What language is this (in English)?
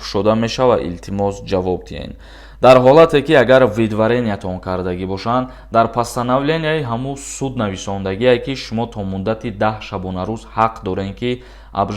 Tajik